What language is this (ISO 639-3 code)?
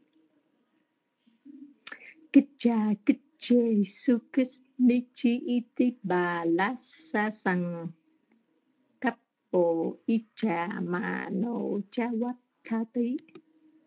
vie